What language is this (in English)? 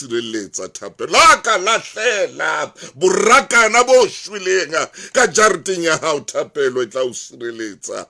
Southern Sotho